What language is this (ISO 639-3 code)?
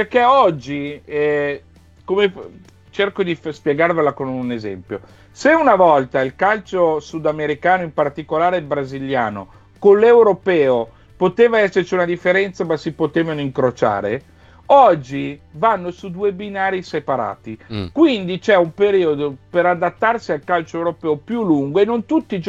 ita